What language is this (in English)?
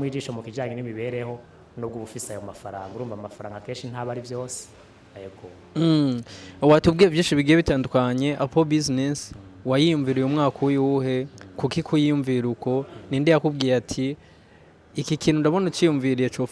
Rundi